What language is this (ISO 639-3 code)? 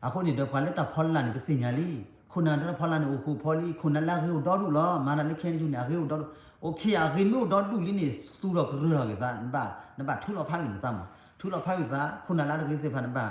ksw